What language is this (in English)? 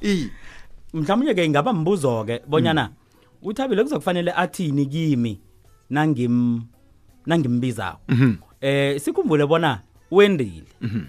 South Ndebele